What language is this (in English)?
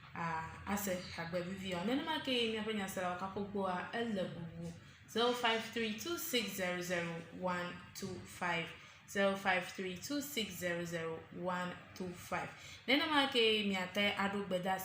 Ewe